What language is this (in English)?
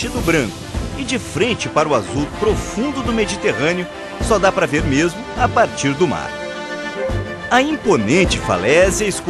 Portuguese